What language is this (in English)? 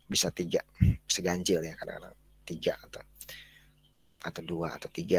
Indonesian